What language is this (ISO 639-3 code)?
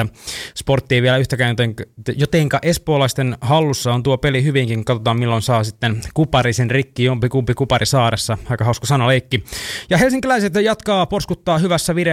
fin